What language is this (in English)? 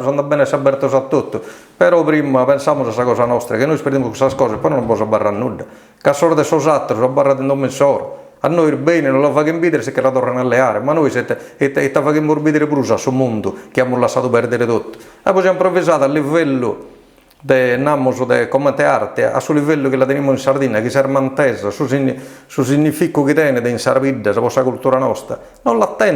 Sardinian